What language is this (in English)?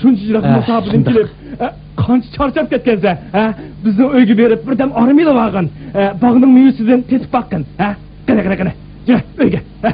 Uyghur